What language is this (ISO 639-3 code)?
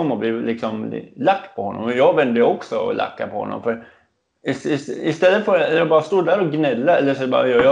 swe